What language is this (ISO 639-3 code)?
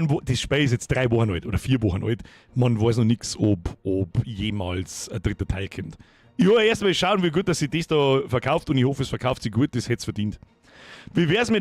bar